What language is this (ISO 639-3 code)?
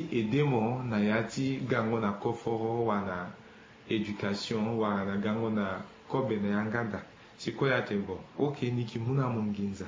sag